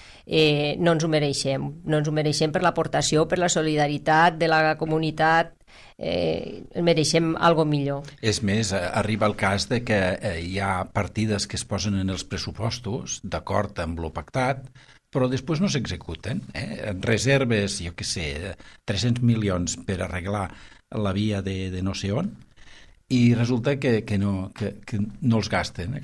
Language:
Catalan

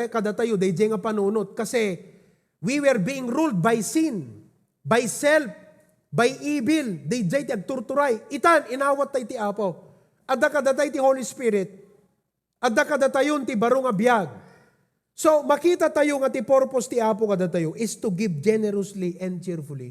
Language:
Iloko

